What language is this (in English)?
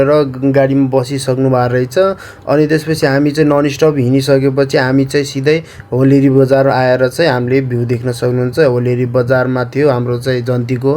Nepali